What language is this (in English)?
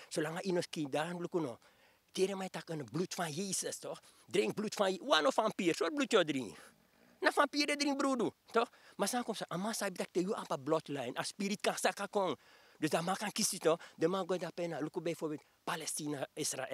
Sranan Tongo